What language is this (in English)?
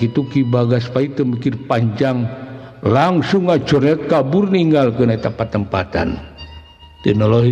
Sundanese